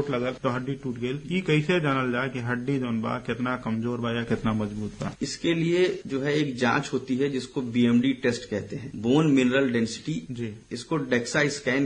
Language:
Bhojpuri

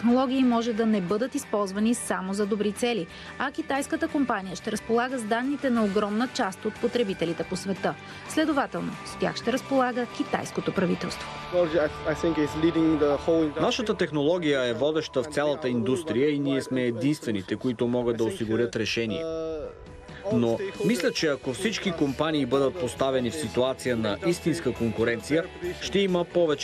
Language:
Bulgarian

